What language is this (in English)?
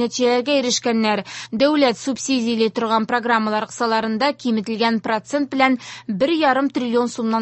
Tatar